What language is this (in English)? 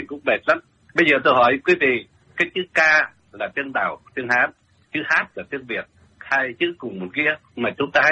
Vietnamese